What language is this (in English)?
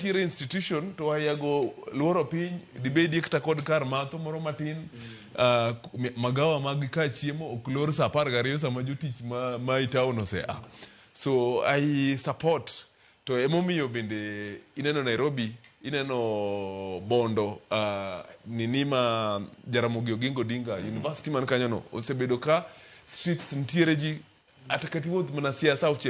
Luo (Kenya and Tanzania)